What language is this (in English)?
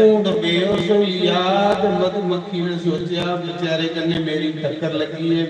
Dogri